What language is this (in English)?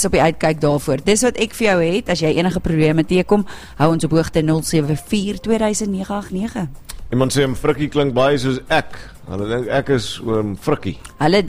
Afrikaans